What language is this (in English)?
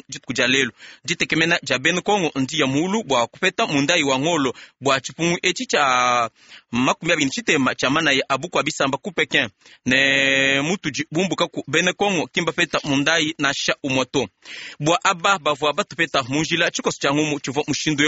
Luba-Lulua